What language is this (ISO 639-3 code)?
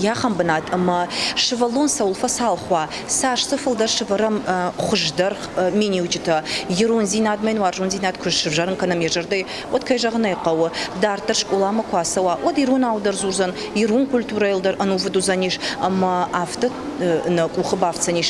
oss